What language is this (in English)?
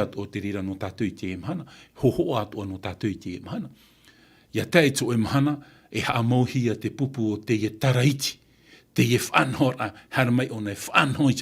Tahitian